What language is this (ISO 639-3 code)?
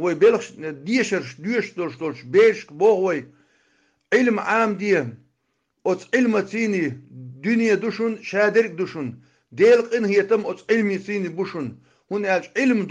che